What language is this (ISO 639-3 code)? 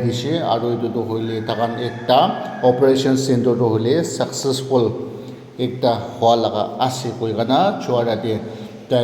nag